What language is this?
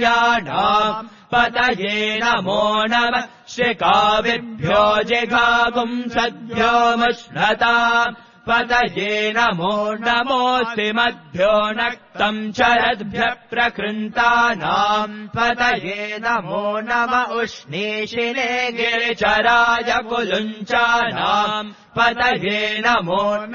Sanskrit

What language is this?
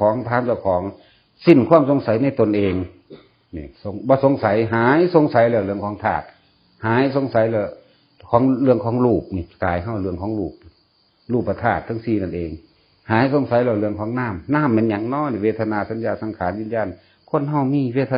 Northeastern Thai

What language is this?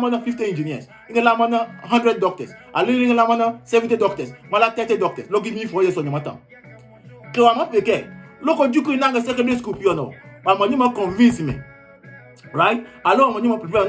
Adangme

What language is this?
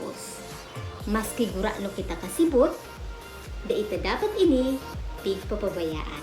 Bikol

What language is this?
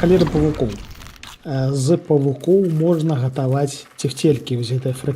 Belarusian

